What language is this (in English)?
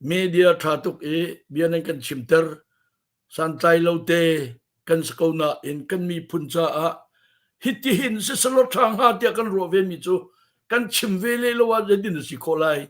Hakha Chin